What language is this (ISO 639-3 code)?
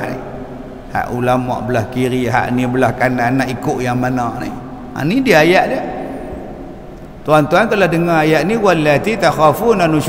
msa